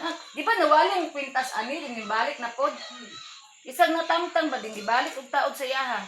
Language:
Cebuano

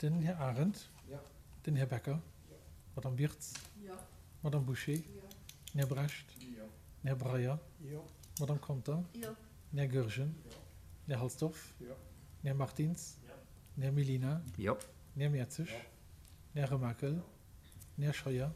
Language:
Luxembourgish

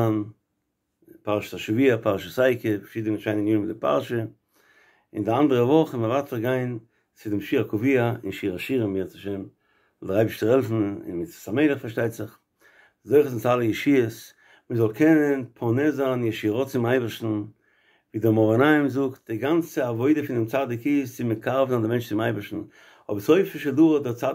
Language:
Yiddish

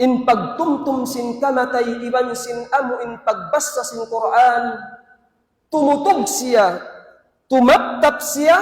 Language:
Tausug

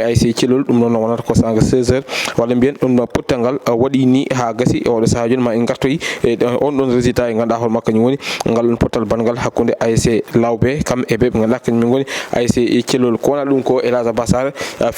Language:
Fula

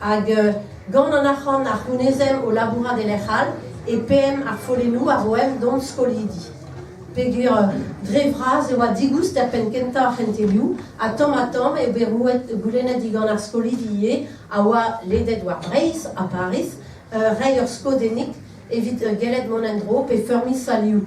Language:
Breton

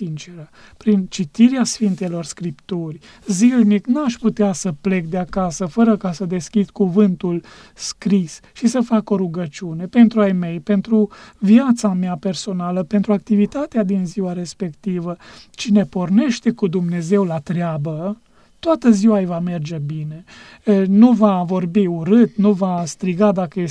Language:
Romanian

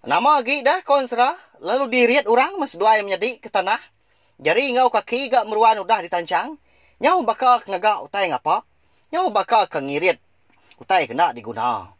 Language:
Iban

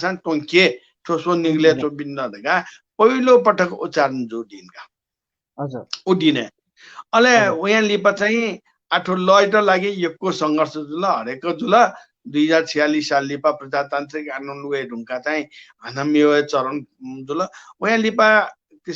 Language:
Newari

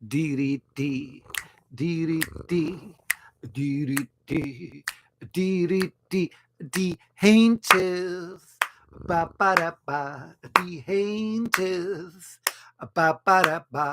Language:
Welsh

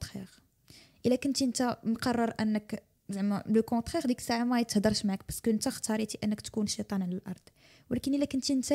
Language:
Moroccan Arabic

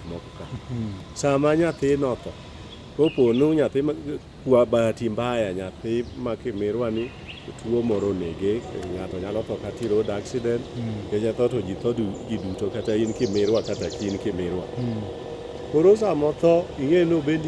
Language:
Luo (Kenya and Tanzania)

